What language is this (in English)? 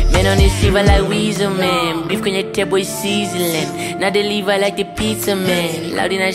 Swahili